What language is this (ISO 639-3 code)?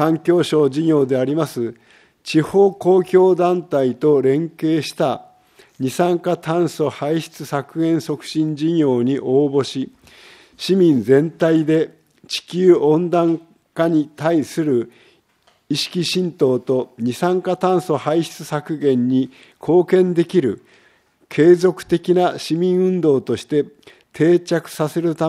jpn